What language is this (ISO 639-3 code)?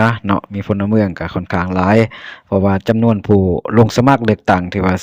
lao